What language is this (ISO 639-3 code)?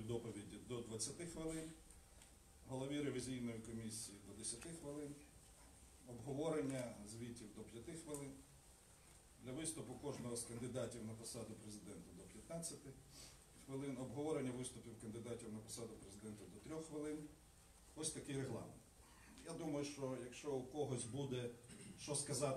ukr